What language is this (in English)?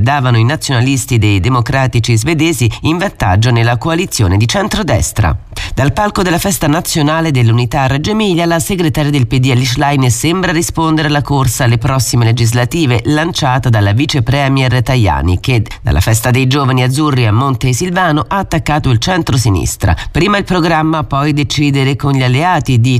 Italian